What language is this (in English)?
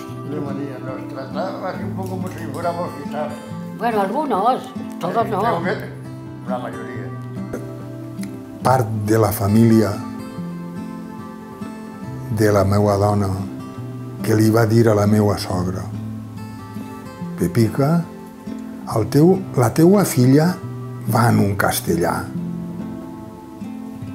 Catalan